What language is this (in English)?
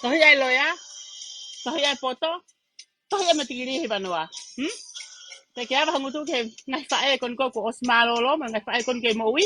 Tongan